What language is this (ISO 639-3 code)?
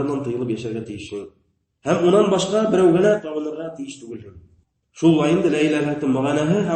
bak